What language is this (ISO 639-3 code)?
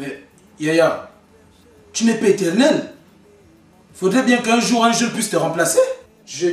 fra